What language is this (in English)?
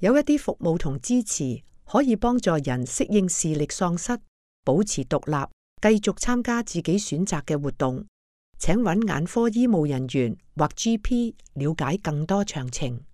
Cantonese